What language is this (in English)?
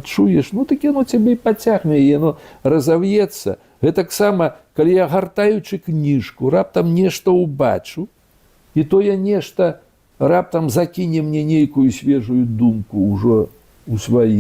Belarusian